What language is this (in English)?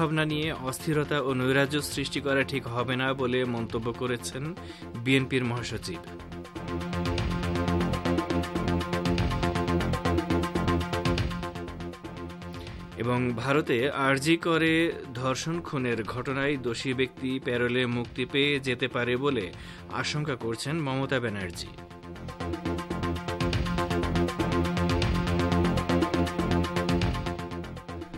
Bangla